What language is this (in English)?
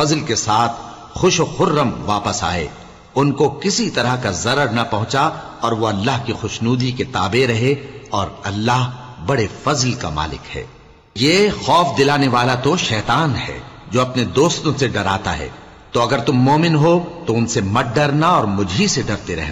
Urdu